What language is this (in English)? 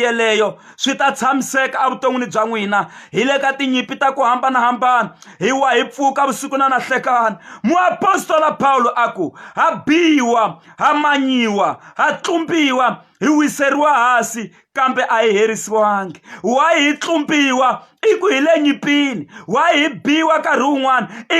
Tsonga